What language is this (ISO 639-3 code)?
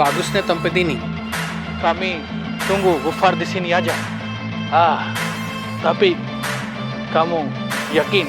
mfp